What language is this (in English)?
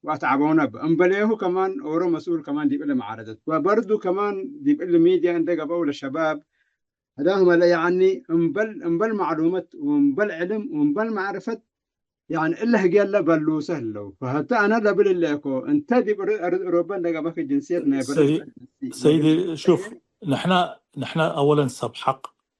Tigre